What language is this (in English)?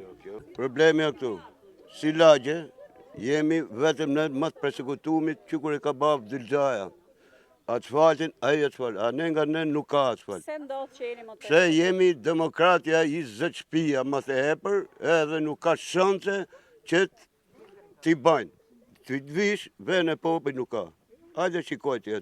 Albanian